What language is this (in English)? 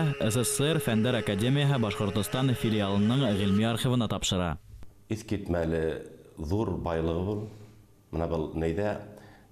Bashkir